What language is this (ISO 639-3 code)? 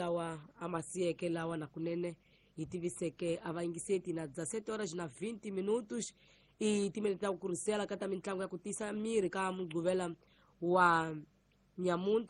tso